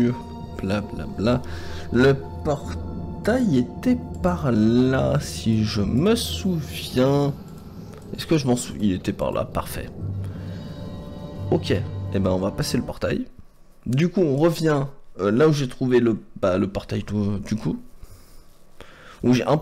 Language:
French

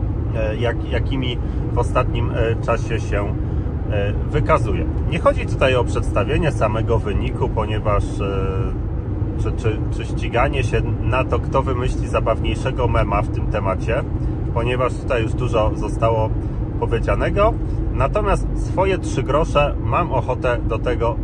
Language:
Polish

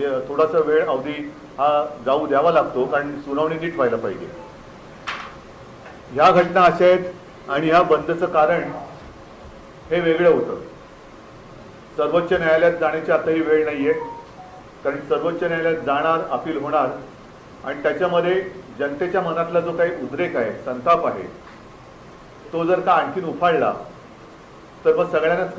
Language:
Marathi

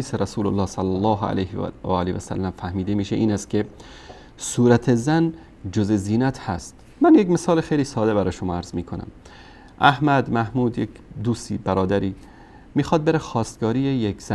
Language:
Persian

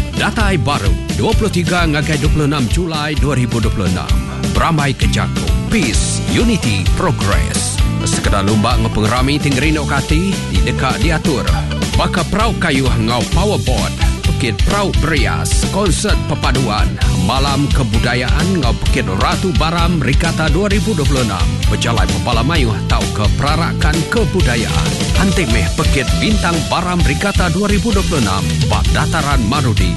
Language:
Iban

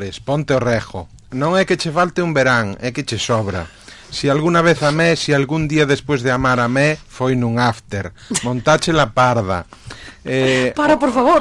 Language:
Galician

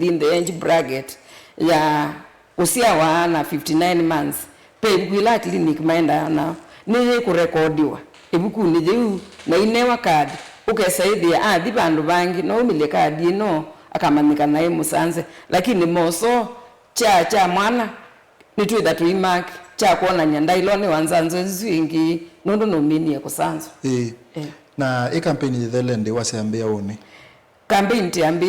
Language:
Kamba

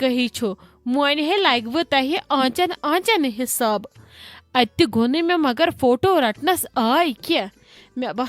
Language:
Kashmiri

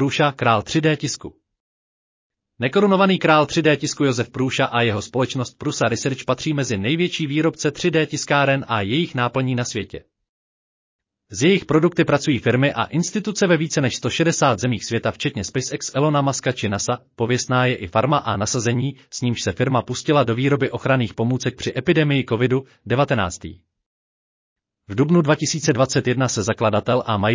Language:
Czech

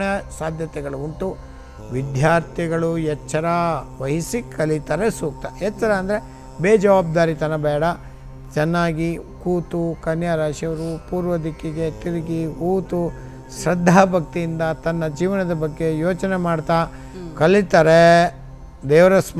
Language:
Kannada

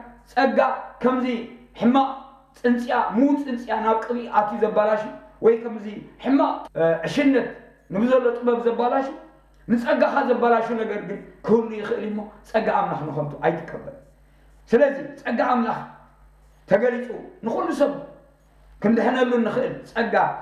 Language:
Tigrinya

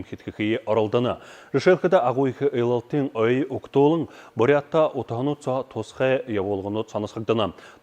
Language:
Buriat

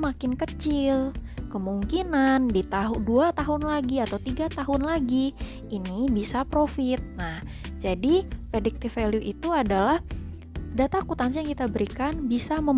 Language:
Indonesian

